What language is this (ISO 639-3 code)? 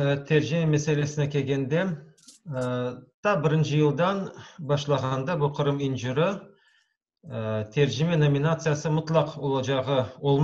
crh